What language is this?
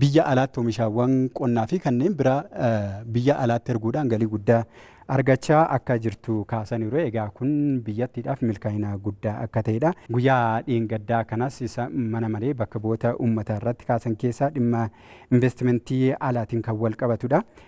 Oromo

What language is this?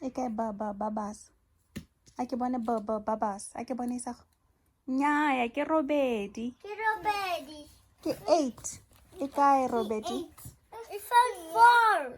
Tswana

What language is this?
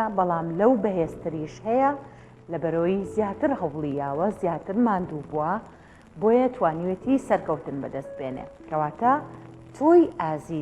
Central Kurdish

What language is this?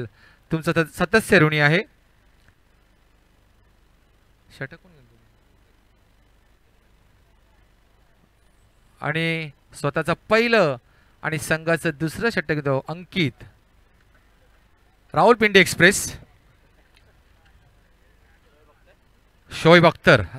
Marathi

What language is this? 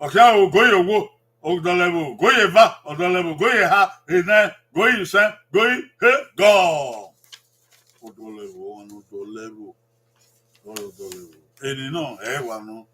Bini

